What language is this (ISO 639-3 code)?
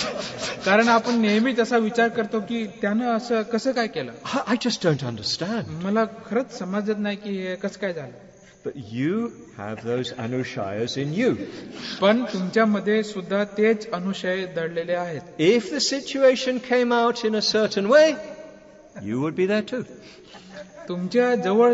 mar